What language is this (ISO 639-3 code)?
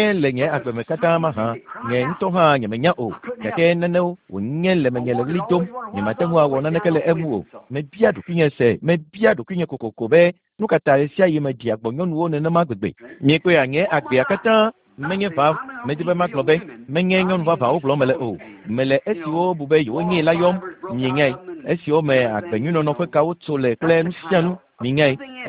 ewe